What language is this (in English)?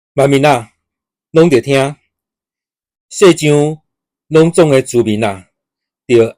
Min Nan Chinese